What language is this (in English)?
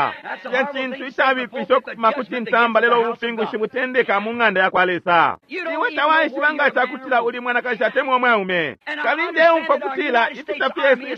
Bemba